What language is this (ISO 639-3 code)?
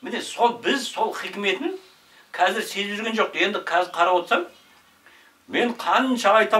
kaz